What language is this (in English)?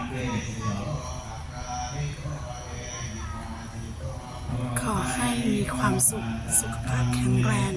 Lao